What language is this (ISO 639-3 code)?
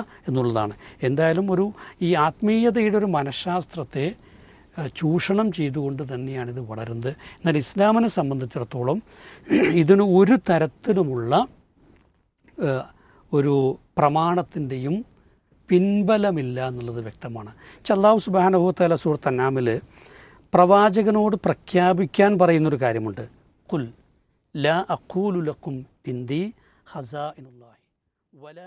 mal